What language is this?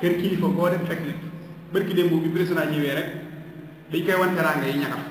Wolof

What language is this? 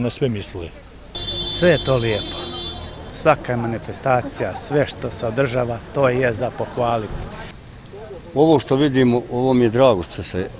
Bosnian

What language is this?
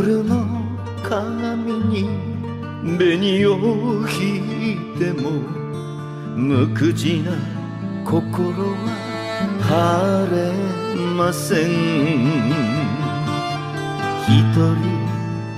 Japanese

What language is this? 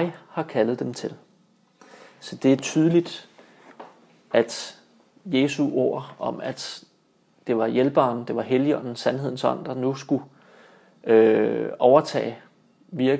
Danish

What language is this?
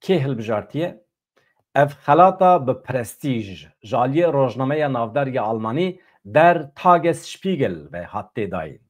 Kurdish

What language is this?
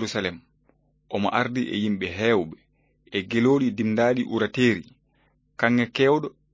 Fula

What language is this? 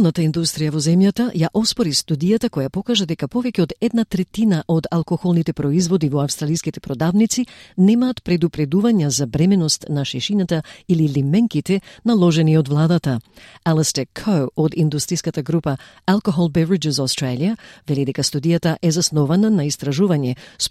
Macedonian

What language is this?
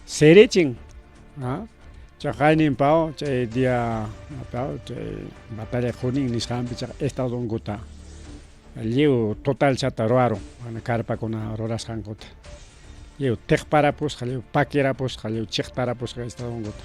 Ayacucho Quechua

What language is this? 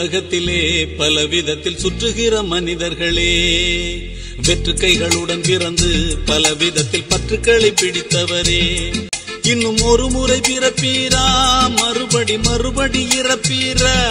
Tamil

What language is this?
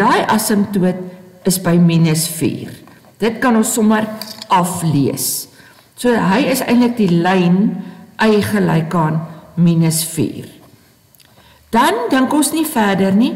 Afrikaans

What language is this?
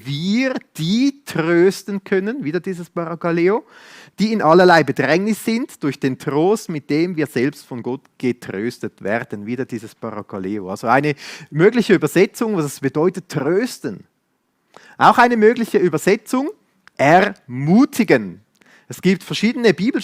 Swiss German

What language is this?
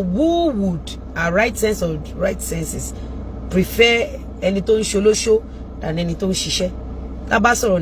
Yoruba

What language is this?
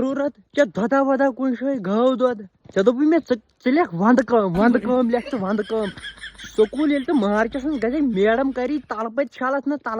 Kashmiri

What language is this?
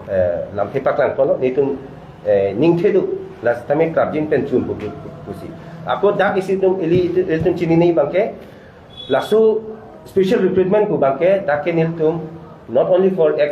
Karbi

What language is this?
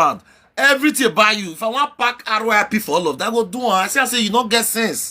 Nigerian Pidgin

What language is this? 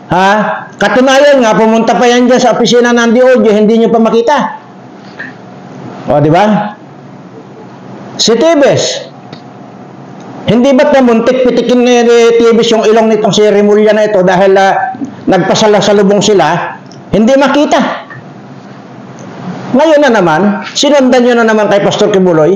Filipino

